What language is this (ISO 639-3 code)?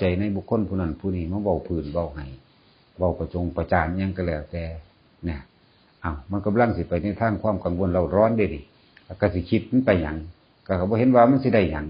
tts